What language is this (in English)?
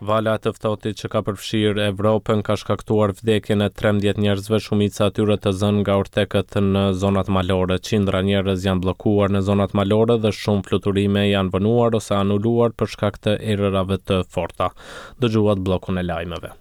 Albanian